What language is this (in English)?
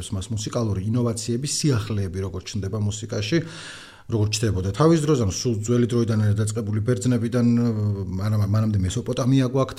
Georgian